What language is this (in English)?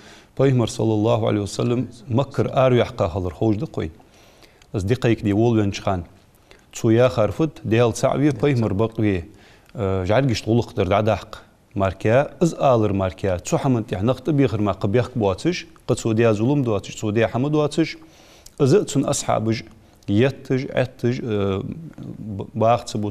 Ingush